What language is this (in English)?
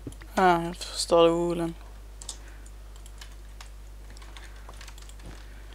Swedish